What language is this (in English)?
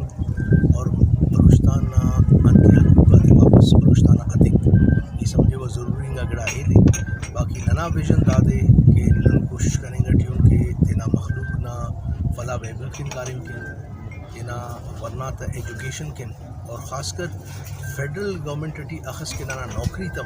Brahui